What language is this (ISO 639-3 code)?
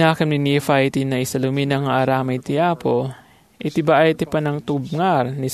ilo